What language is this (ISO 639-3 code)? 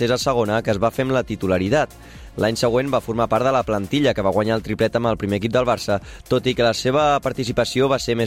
cat